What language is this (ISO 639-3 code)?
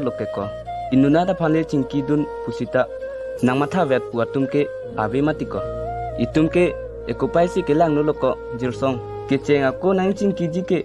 mjw